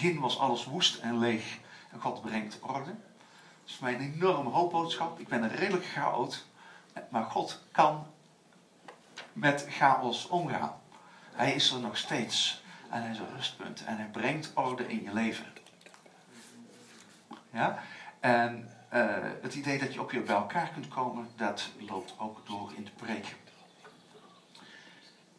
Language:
Dutch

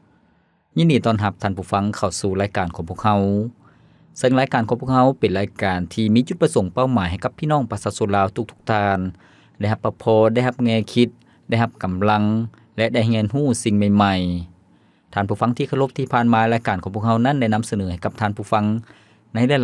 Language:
Lao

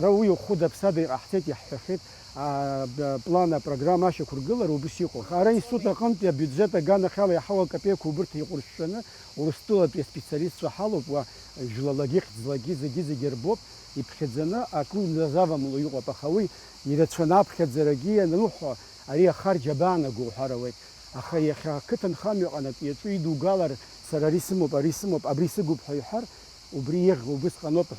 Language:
Abkhazian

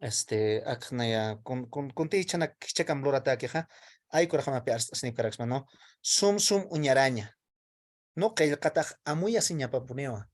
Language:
Aymara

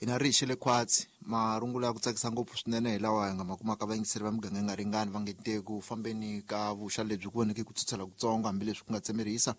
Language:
Tsonga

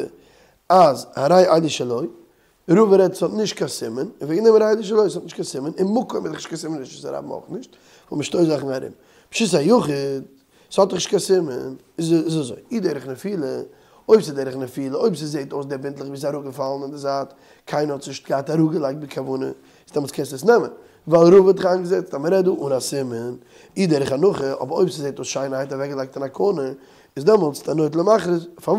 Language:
Yiddish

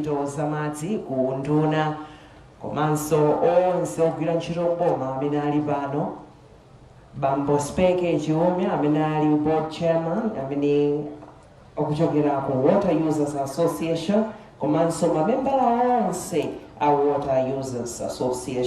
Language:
Nyanja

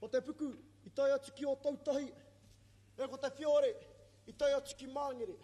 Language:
Māori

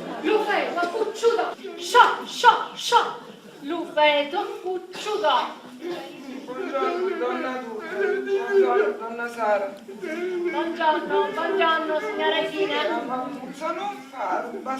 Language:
Sicilian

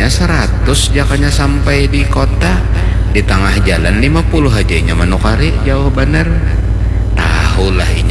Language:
Banjar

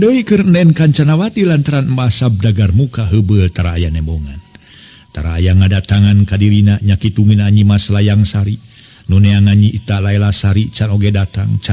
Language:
Sundanese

